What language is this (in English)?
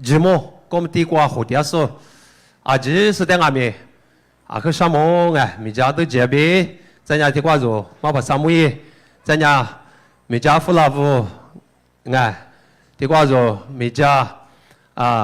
Lisu